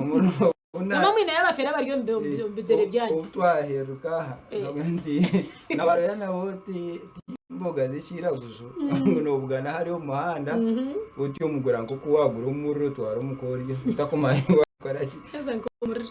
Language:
Nyankole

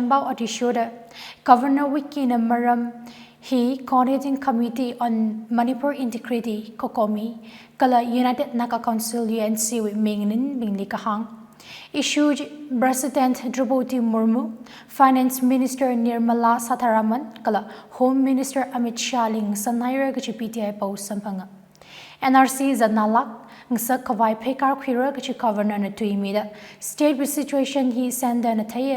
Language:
Tangkhul Naga (India)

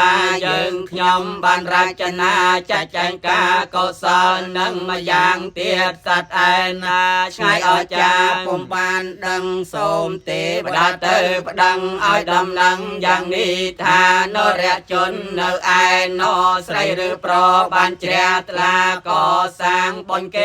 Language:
Khmer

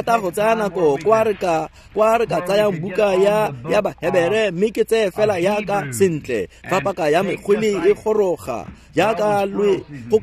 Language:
Tswana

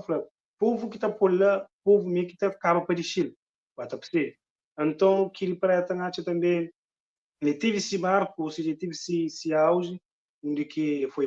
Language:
Kabuverdianu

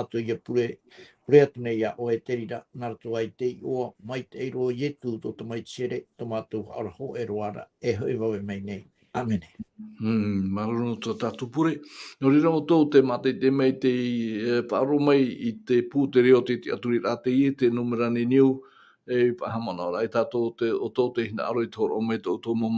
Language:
Tahitian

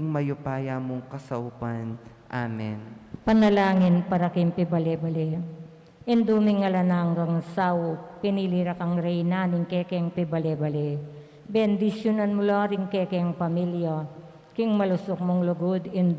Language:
Pampanga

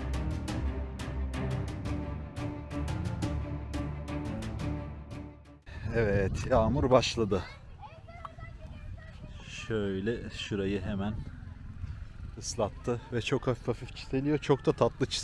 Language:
Turkish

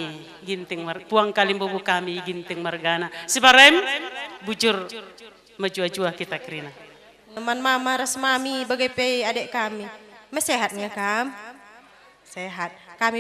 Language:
Batak Karo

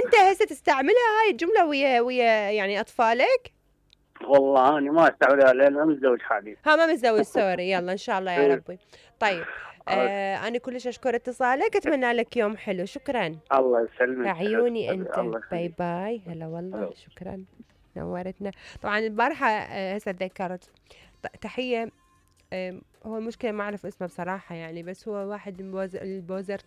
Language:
Mesopotamian Arabic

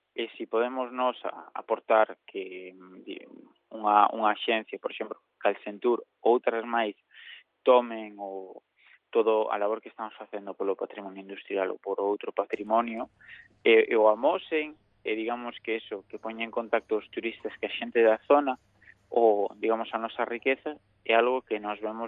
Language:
Galician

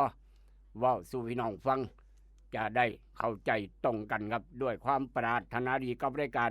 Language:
Lao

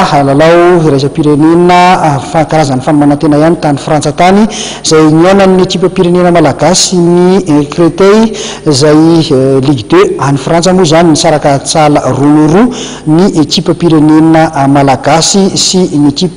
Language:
Malagasy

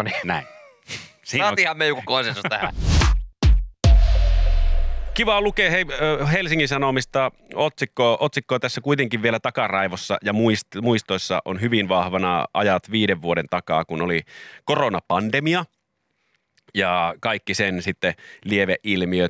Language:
Finnish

